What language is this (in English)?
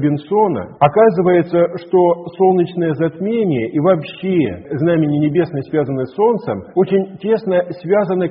Russian